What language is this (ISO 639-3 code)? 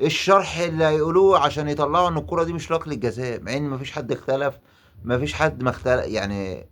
arz